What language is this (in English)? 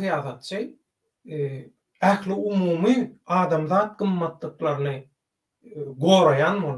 Turkmen